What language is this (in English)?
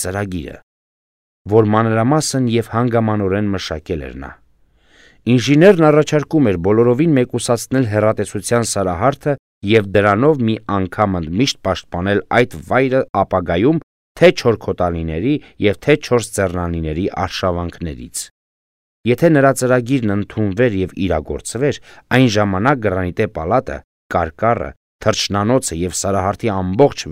Armenian